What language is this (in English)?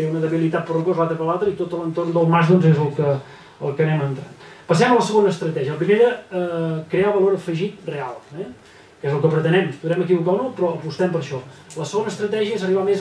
Catalan